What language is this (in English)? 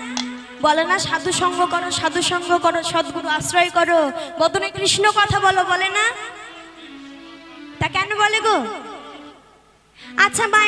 Bangla